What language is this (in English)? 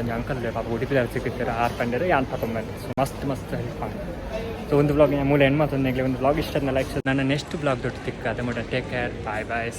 Tulu